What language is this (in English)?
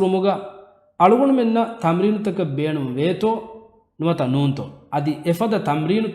Divehi